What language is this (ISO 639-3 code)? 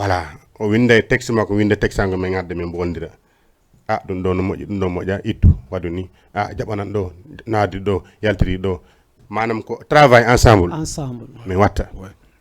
ful